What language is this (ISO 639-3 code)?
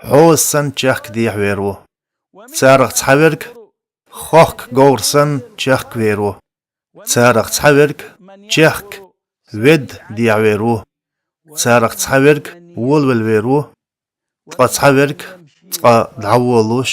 che